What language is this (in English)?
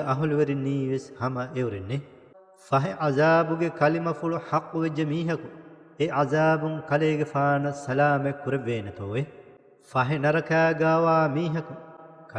Divehi